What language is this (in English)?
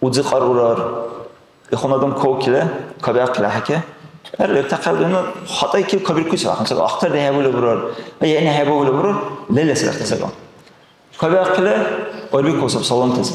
Dargwa